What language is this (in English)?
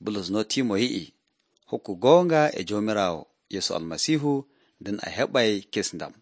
Nigerian Fulfulde